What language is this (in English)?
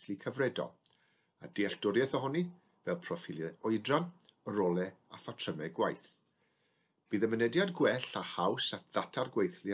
Welsh